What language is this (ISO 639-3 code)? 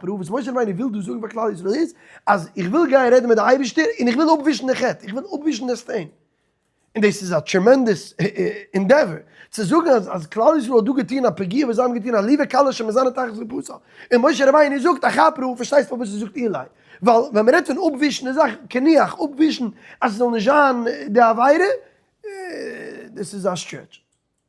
yid